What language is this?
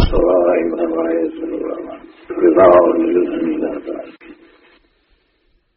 Gujarati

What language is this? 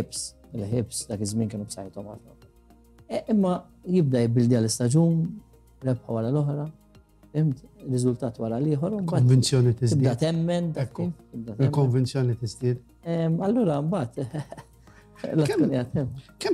Maltese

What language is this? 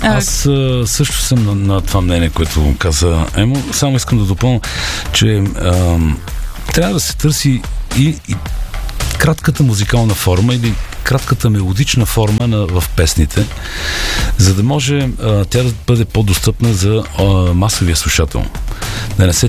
Bulgarian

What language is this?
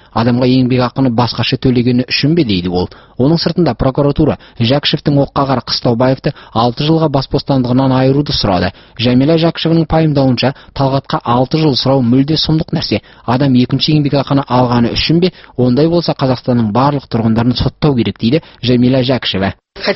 Kazakh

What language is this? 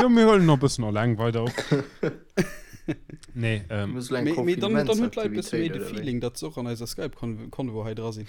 Luxembourgish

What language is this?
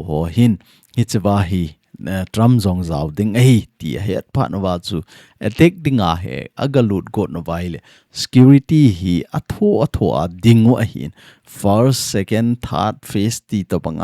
Thado Chin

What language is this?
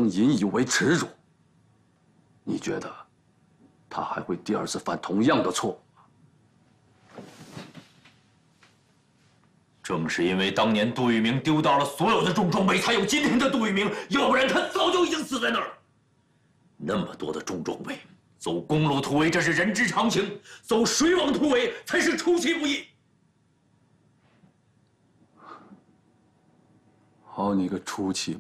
Chinese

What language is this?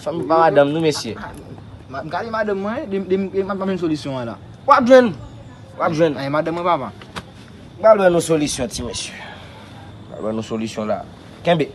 Haitian Creole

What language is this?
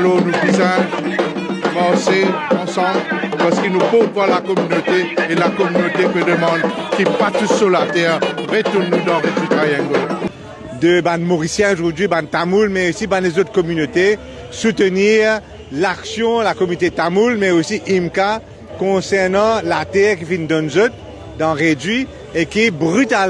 Morisyen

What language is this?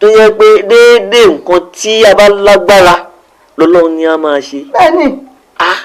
Yoruba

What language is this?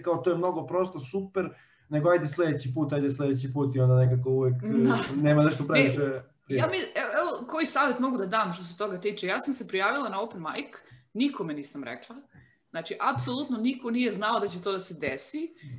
Serbian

